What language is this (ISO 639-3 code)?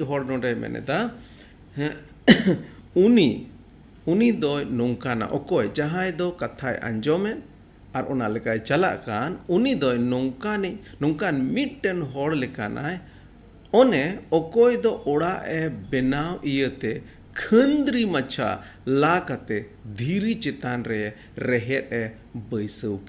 sat